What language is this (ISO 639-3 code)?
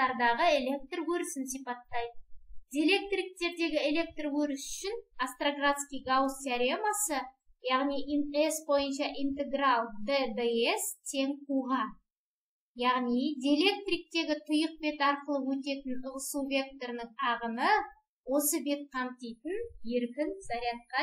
kaz